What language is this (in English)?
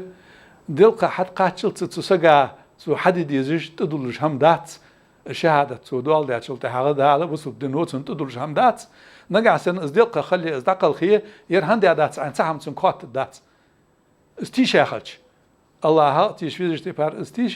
Ingush